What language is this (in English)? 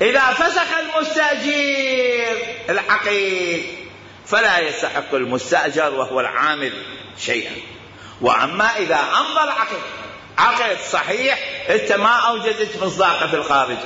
Mesopotamian Arabic